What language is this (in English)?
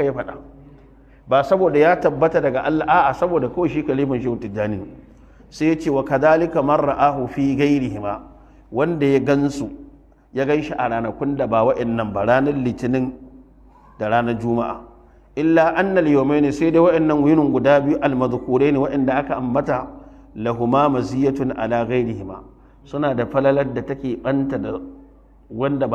Hausa